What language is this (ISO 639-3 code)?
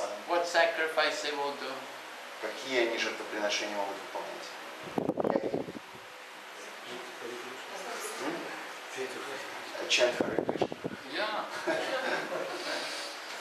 rus